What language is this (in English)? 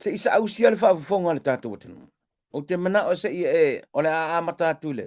Samoan